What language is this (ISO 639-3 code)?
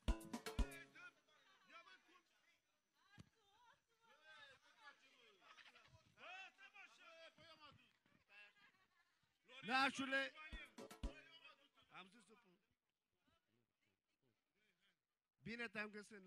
ron